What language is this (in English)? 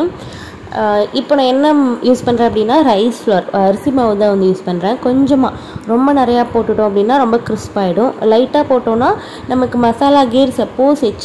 Tamil